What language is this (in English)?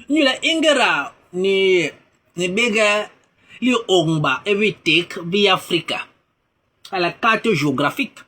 Basaa